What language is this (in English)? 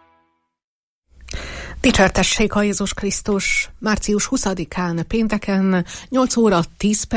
Hungarian